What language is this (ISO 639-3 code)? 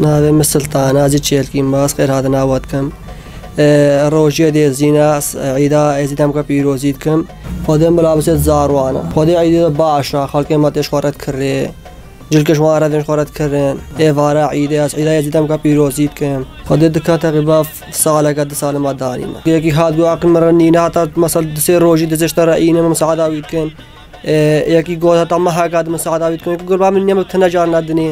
kur